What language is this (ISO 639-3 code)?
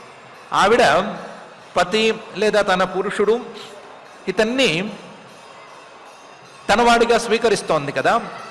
tel